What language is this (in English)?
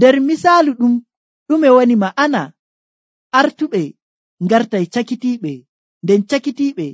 Nigerian Fulfulde